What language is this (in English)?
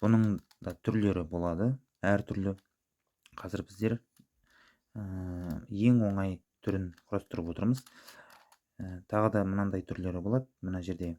Kazakh